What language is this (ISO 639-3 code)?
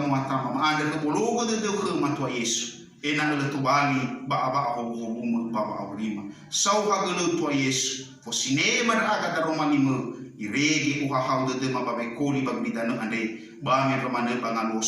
nia